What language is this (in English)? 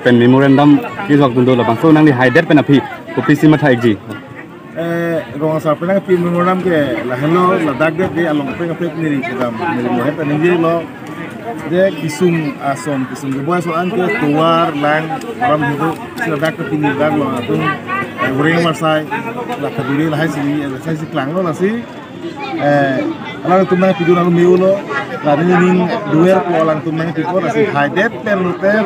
Karbi